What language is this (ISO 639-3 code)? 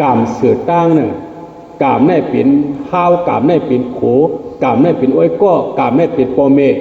shn